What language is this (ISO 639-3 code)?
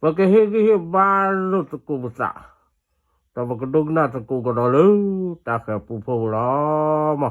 ksw